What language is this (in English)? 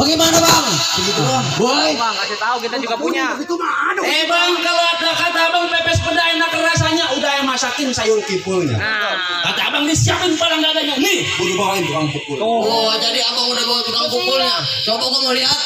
Betawi